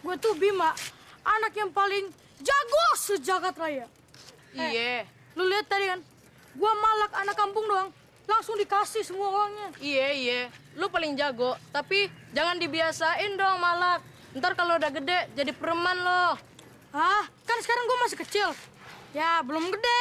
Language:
Betawi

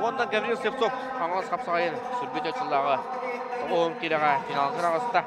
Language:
Yakut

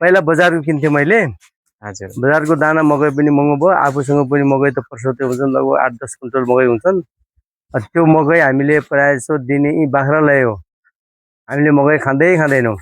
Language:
Nepali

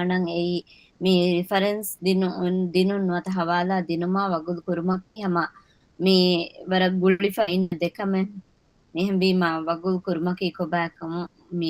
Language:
Divehi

